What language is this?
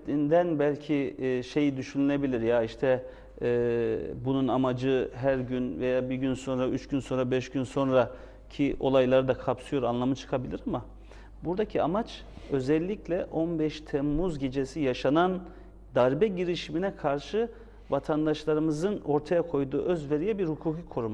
Turkish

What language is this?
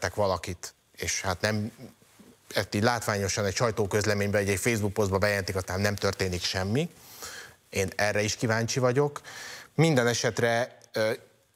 Hungarian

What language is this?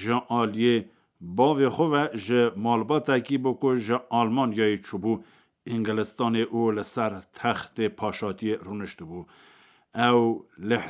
Kurdish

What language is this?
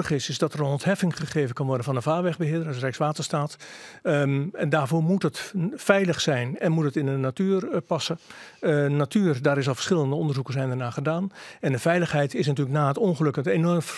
Western Frisian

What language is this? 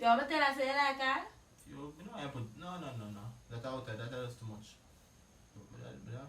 Jamaican Creole English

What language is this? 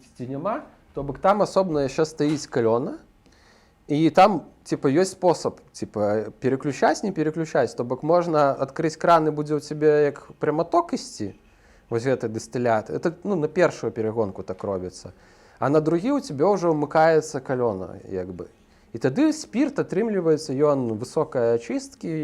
Belarusian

